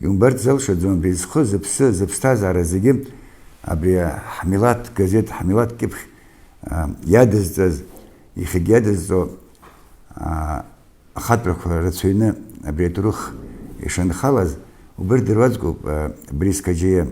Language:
Abkhazian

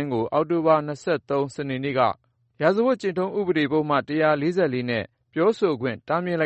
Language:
Burmese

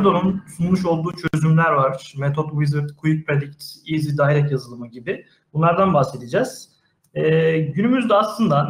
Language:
Turkish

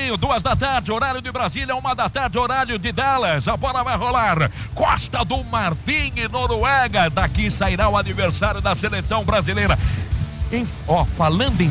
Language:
Portuguese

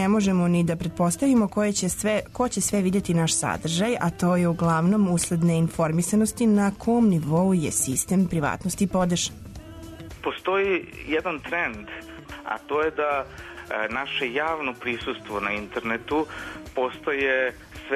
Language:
Serbian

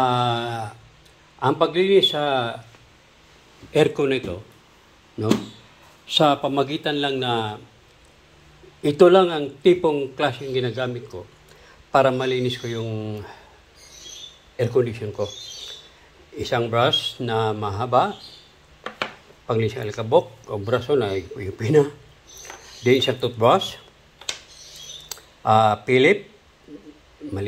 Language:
Filipino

